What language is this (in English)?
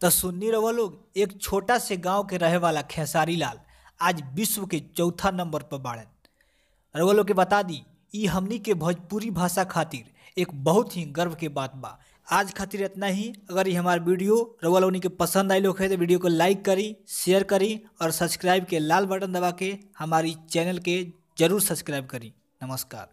Bhojpuri